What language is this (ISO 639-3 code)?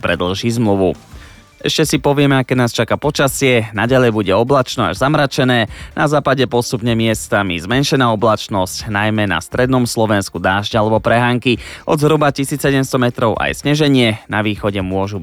slk